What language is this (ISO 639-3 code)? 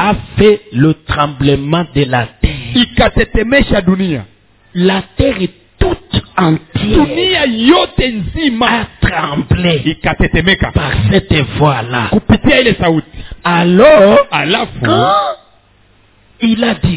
swa